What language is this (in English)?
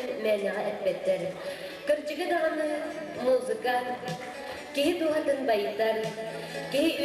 Yakut